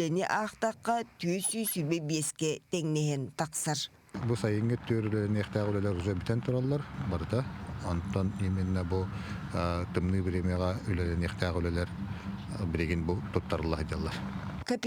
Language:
Yakut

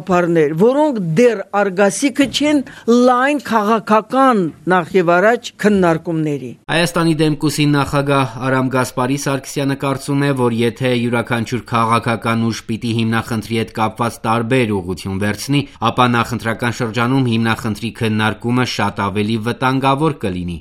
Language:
Armenian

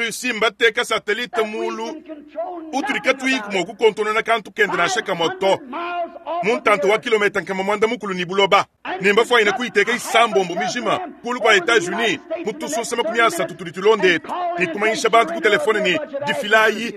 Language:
Luba-Lulua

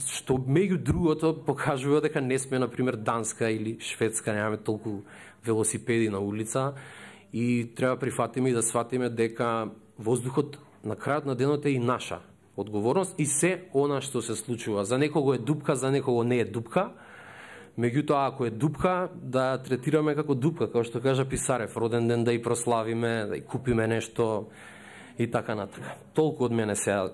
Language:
Macedonian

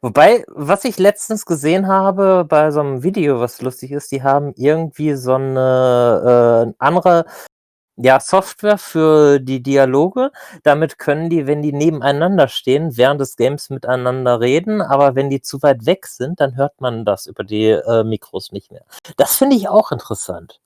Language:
Swiss German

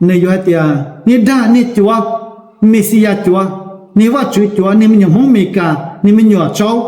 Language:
Hmong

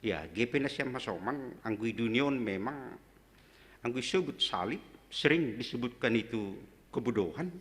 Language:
Batak Simalungun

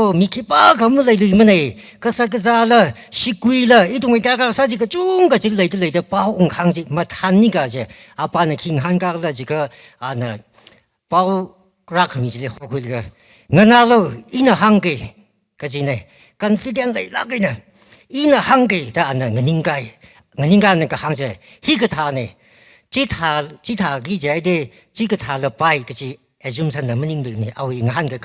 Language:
Tangkhul Naga (India)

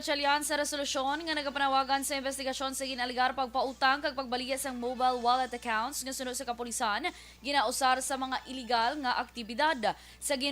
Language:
Hiligaynon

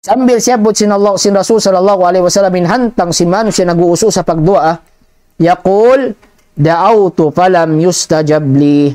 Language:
Tausug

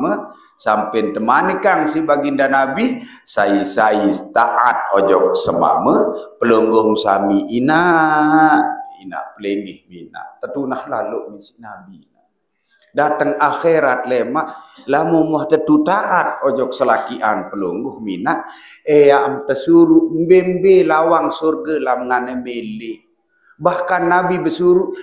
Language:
Sasak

